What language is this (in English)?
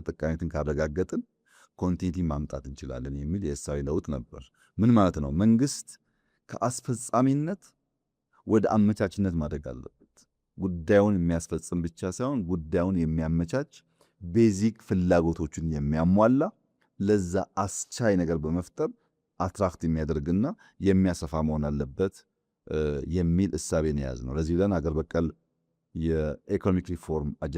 Amharic